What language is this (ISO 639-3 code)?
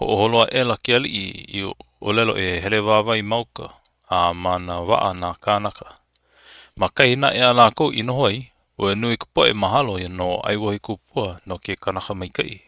haw